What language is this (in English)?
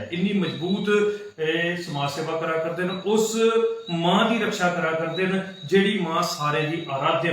Dogri